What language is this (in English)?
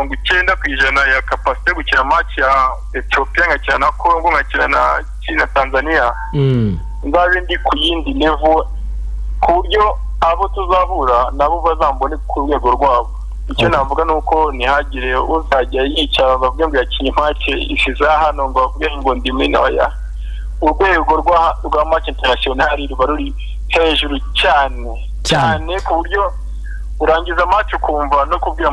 Kinyarwanda